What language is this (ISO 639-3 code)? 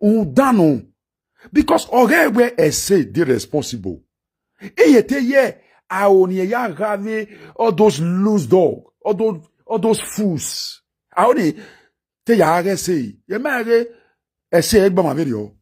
pcm